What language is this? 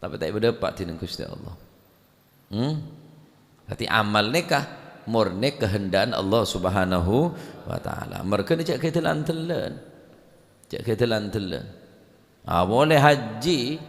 Madurese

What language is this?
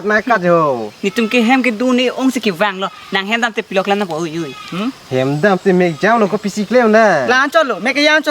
Karbi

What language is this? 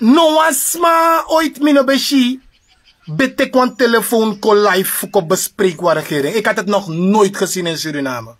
Sranan Tongo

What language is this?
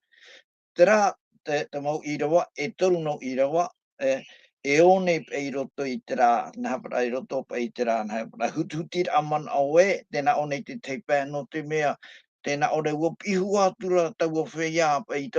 Tahitian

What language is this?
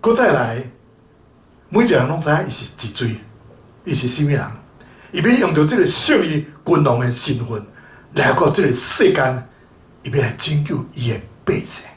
Min Nan Chinese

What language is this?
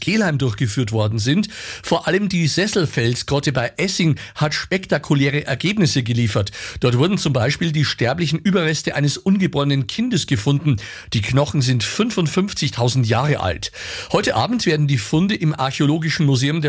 German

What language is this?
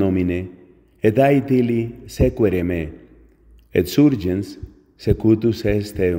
Latin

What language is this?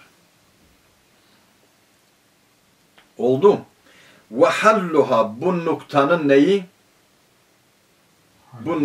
Turkish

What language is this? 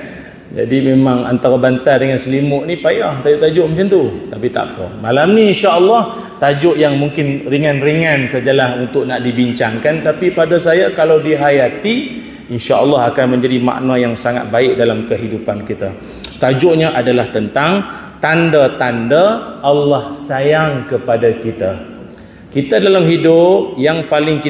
Malay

